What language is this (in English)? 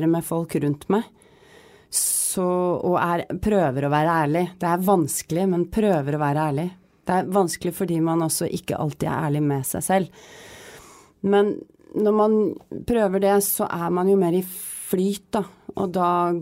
Norwegian